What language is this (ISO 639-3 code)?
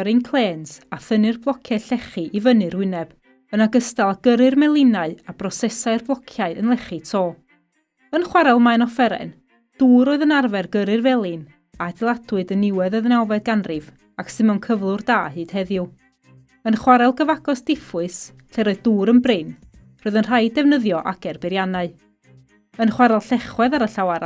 cym